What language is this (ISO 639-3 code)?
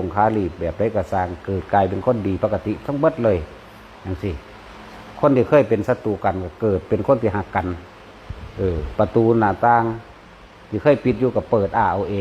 tts